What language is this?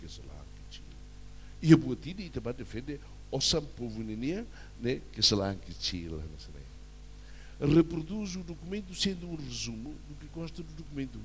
Tetum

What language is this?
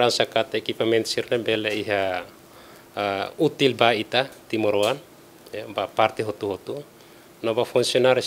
Tetum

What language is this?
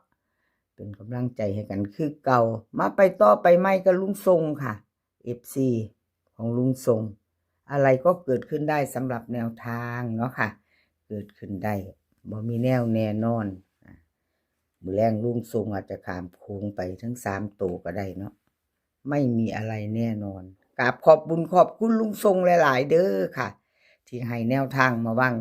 Northeastern Thai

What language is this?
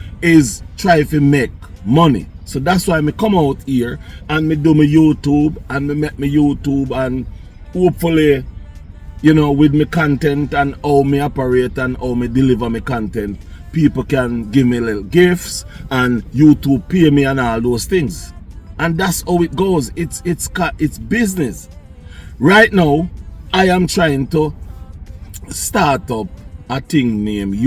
Jamaican Creole English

